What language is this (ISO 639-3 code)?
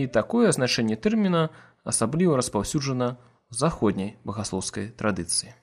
bel